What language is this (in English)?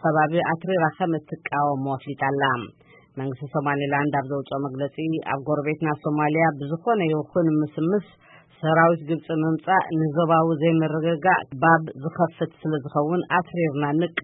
Tigrinya